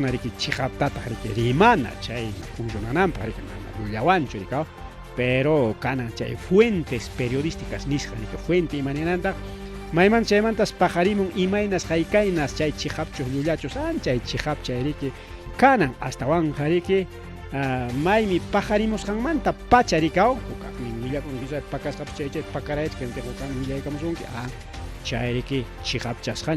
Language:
Ayacucho Quechua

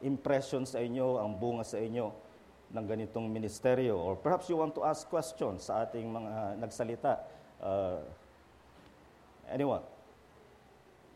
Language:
Filipino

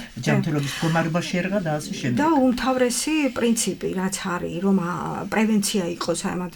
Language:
Georgian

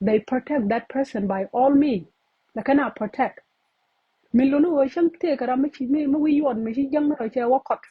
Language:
Nuer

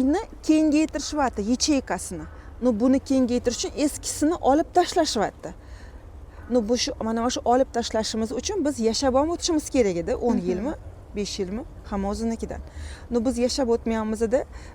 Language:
Uzbek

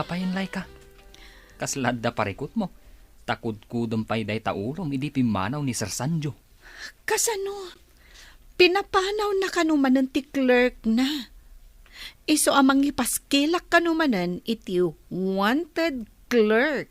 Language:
Iloko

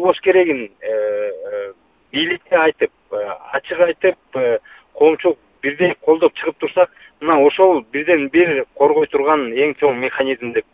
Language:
Kyrgyz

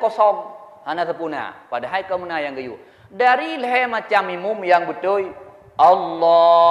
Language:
Achinese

